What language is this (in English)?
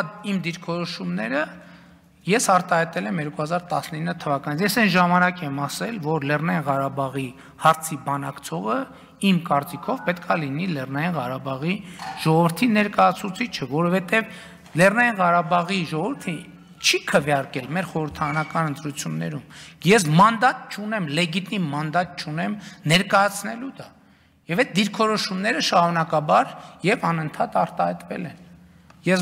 Armenian